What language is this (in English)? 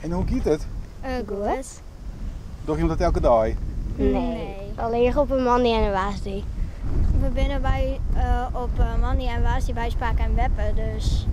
Western Frisian